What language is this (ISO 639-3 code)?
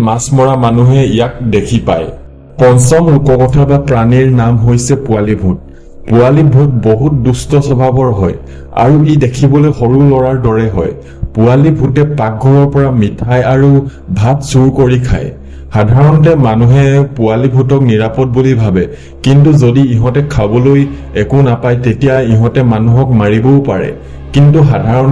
asm